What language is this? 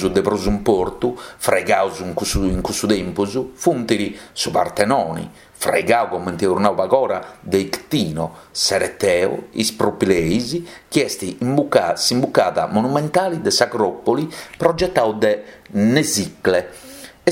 Sardinian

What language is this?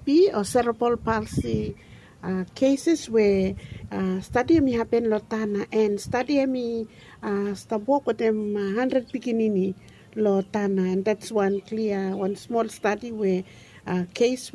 Bislama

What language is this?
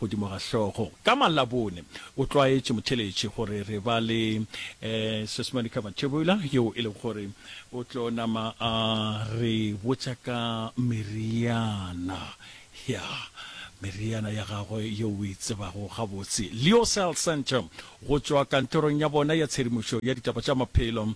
Northern Sotho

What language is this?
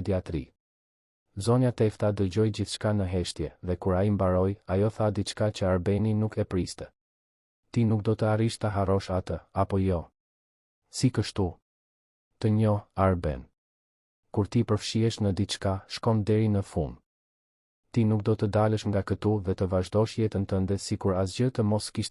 Albanian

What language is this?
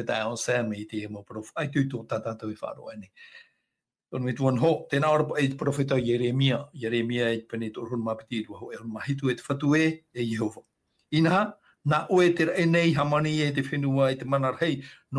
Tahitian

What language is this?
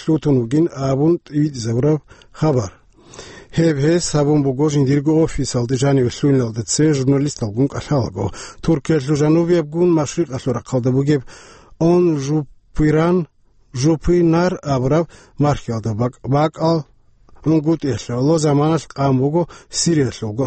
Avaric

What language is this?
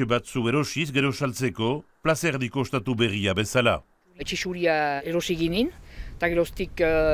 Basque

